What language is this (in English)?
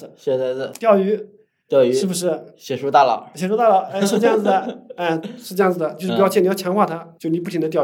Chinese